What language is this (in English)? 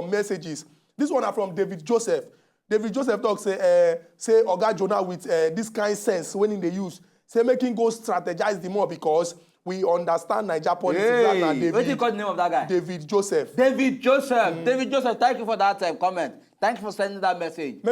Nigerian Pidgin